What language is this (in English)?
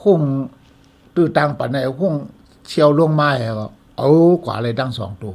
Shan